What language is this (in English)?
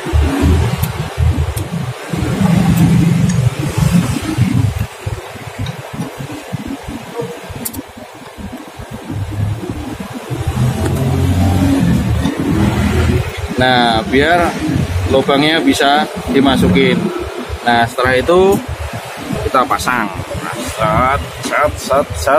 Indonesian